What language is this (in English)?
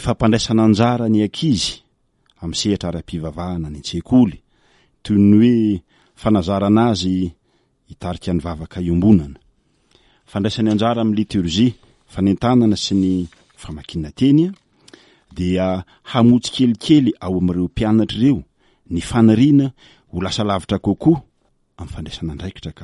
Malagasy